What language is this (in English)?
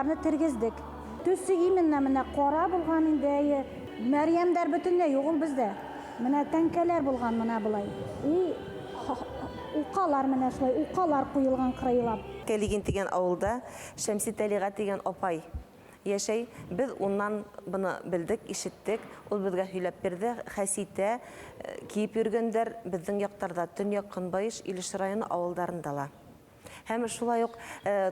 Bashkir